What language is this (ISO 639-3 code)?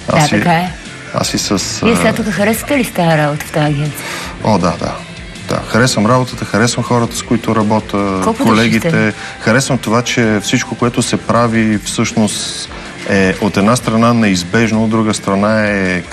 bul